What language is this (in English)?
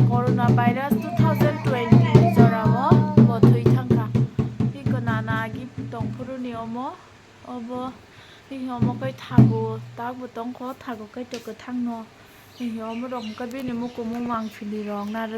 Kok Borok